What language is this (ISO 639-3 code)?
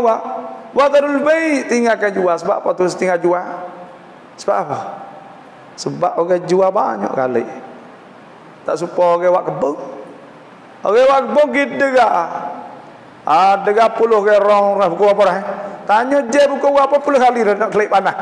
mfa